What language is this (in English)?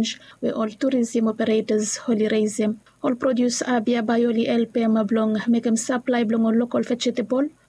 Bislama